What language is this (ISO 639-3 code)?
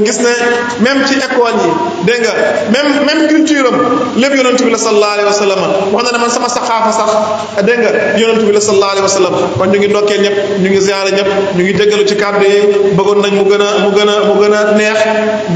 wol